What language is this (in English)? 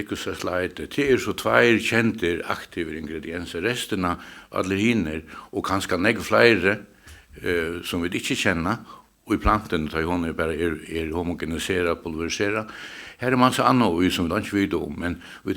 Faroese